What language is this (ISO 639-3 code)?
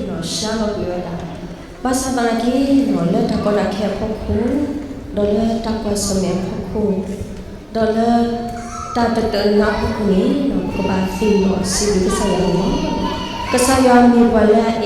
ksw